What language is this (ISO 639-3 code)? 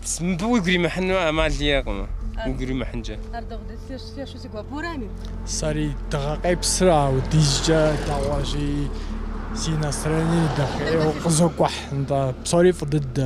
kbd